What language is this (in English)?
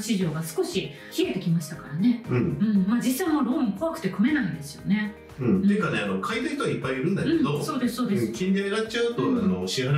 Japanese